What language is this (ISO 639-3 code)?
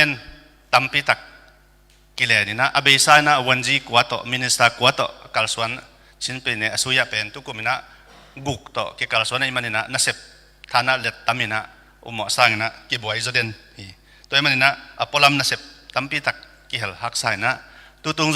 ctd